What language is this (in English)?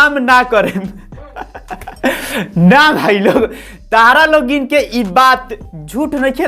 Bhojpuri